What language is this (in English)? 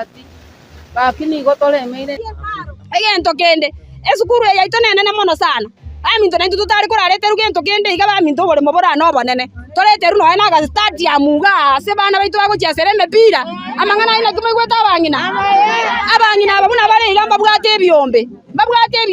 Gusii